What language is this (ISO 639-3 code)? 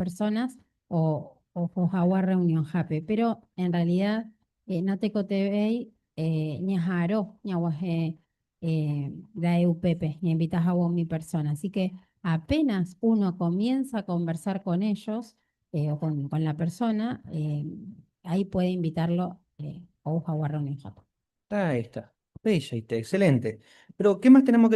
grn